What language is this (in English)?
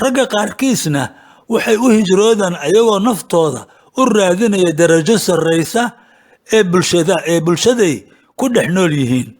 Somali